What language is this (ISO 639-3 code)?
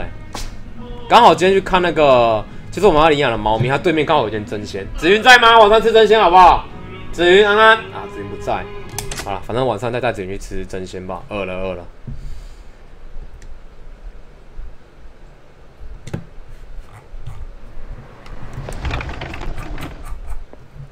zho